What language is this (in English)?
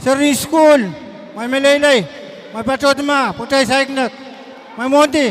Pohnpeian